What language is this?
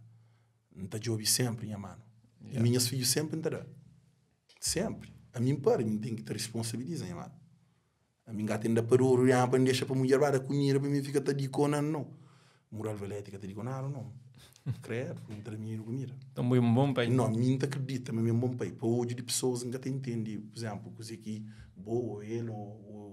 Kabuverdianu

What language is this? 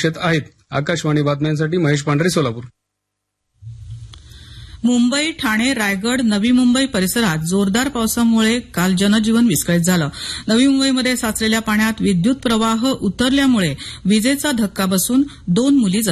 Marathi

